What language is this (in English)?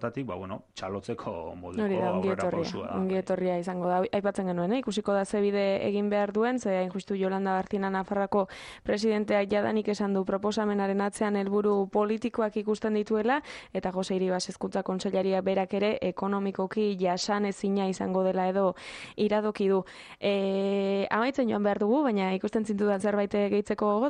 Basque